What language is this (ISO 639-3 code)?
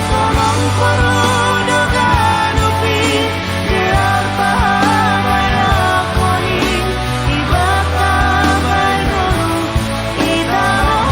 bts